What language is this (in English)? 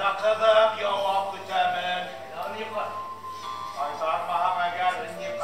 Bashkir